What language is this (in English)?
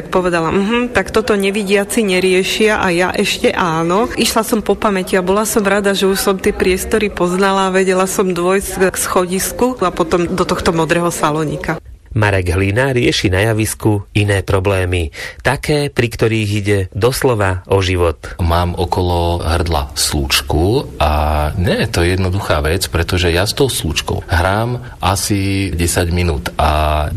Slovak